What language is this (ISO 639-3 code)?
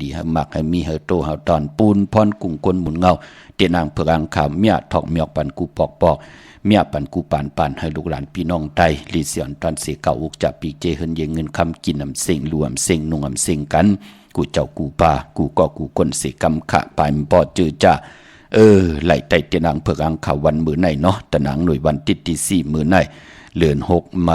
shn